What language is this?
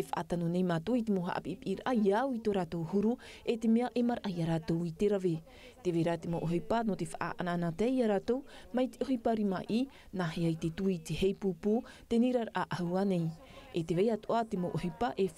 Tahitian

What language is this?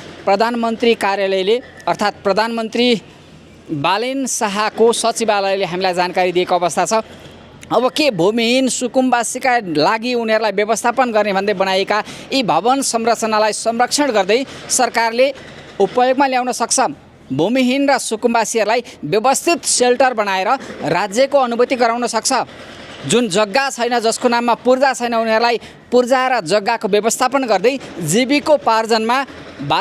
Nepali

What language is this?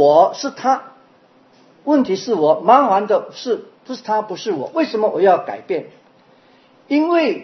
Chinese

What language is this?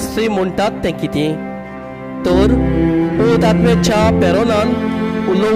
Konkani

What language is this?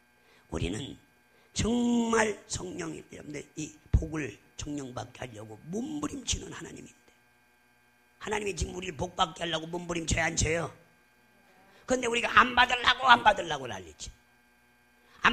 Korean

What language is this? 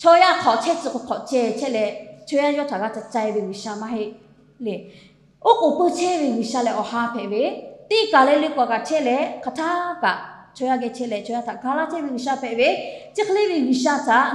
Lahu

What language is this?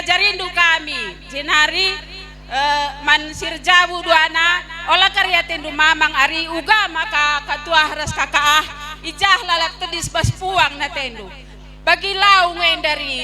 Batak Karo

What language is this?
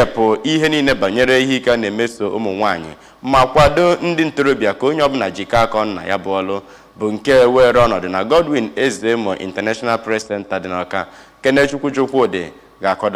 Igbo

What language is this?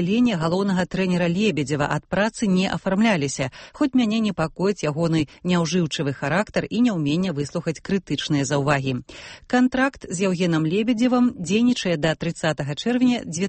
Belarusian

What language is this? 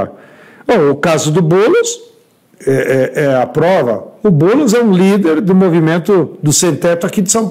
Portuguese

